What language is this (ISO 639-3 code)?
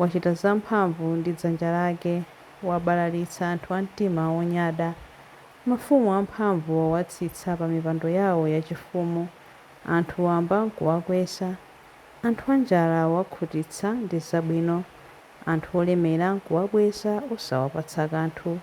nya